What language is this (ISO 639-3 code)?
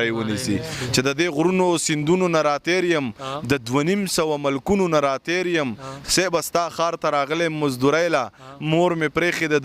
pus